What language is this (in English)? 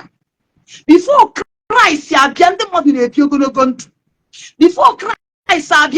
Igbo